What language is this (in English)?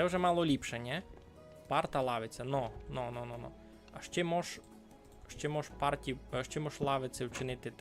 Rusyn